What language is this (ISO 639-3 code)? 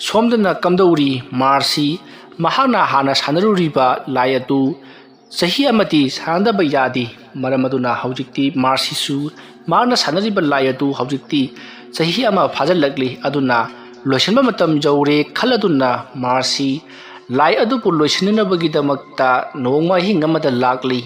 mni